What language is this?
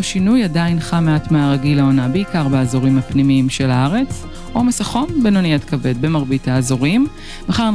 Hebrew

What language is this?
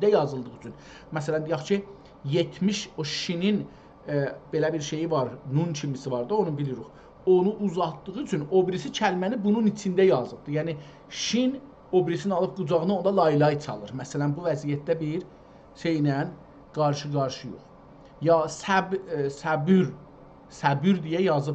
South Azerbaijani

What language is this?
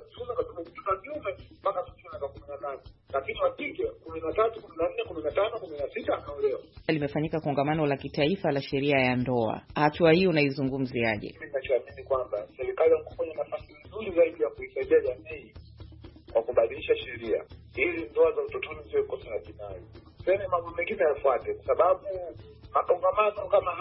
Swahili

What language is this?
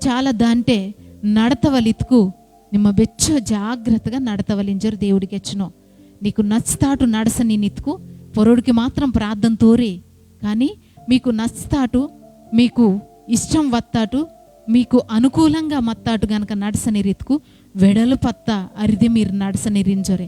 Koya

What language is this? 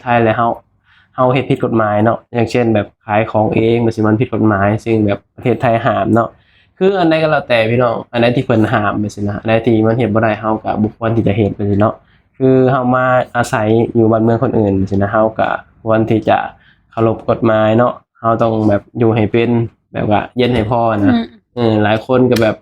Lao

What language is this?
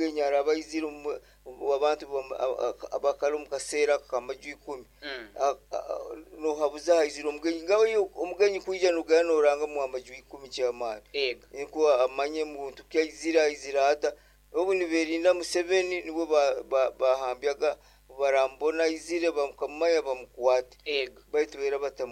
Nyoro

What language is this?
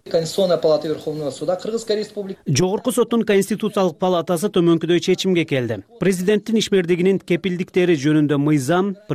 Kyrgyz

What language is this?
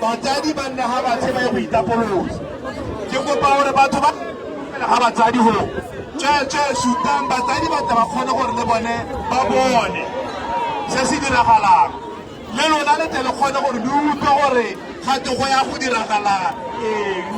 Tswana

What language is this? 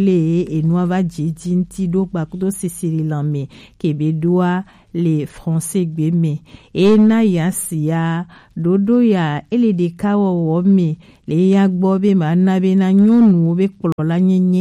Gen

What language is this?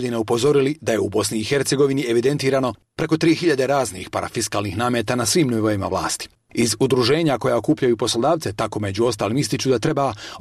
Bosnian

